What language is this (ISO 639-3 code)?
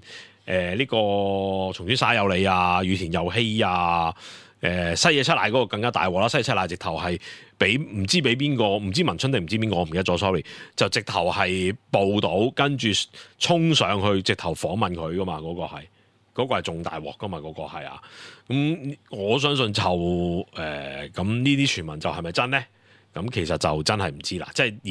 yue